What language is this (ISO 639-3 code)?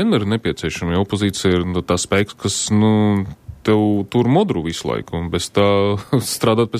lav